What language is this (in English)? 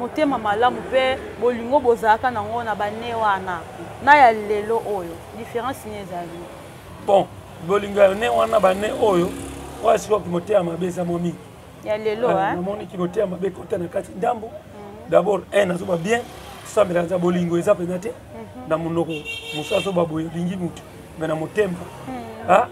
Lingala